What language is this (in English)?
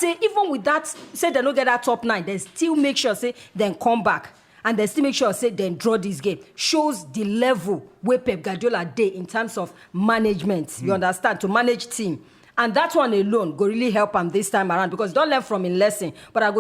Nigerian Pidgin